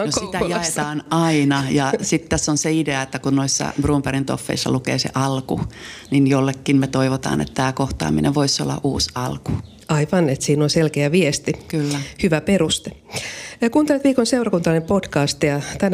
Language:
Finnish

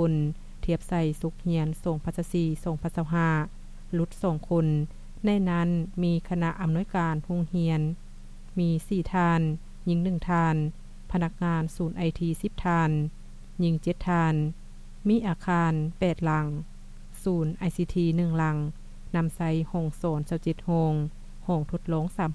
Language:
Lao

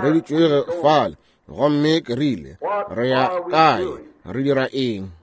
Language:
Northern Sotho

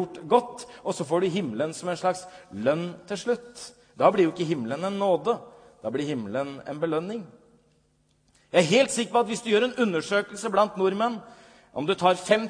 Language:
Norwegian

